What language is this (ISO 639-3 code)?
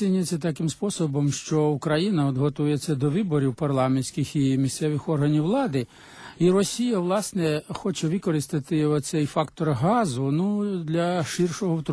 ukr